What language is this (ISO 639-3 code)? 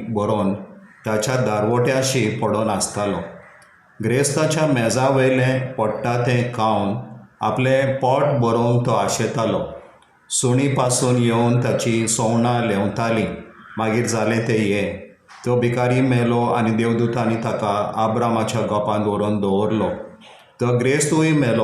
kok